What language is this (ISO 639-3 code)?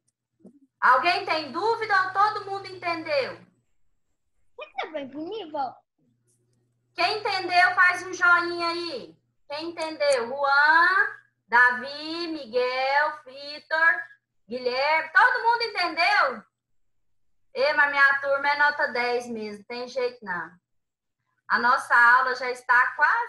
por